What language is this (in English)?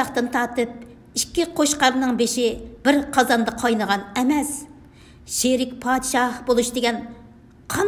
Uyghur